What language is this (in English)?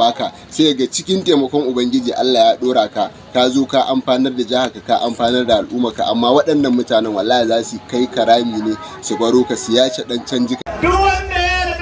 Hausa